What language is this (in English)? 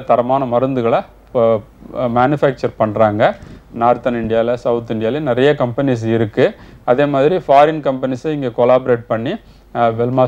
Tamil